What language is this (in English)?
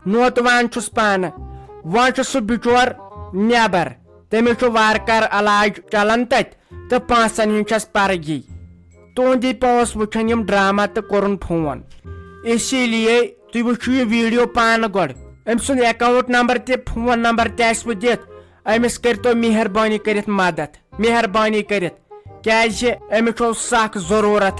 Kashmiri